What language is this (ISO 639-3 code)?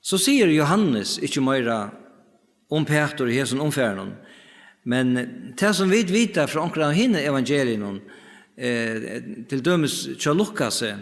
fao